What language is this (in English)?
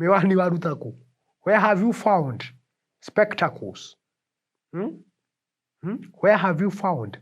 Kikuyu